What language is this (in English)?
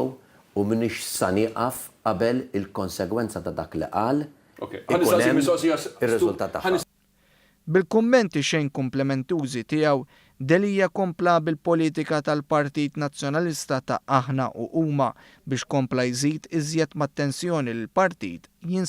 Maltese